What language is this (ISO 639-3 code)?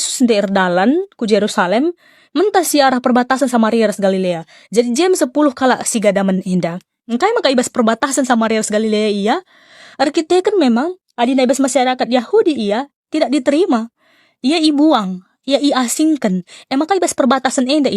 btx